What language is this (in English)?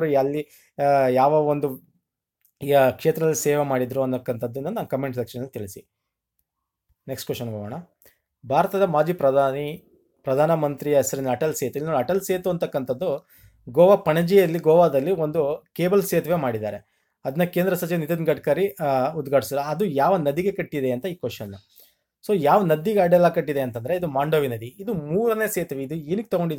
Kannada